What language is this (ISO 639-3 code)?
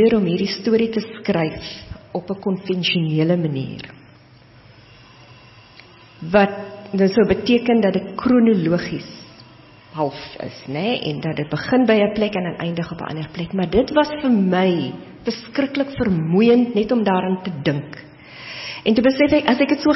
afr